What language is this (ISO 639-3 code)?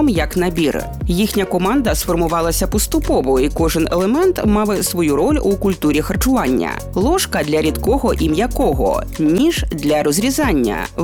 ukr